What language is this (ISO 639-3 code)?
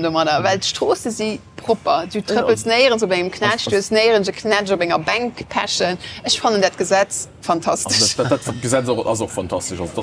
ltz